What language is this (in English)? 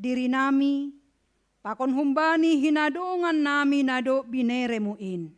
Batak Simalungun